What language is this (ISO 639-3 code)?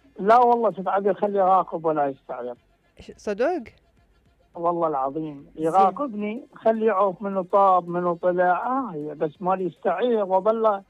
acm